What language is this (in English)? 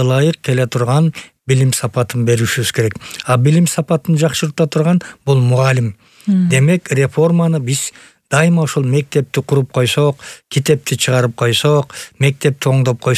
Kyrgyz